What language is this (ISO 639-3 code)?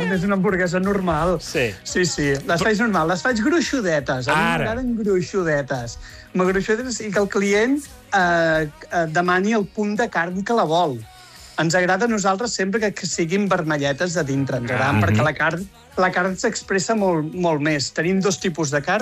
cat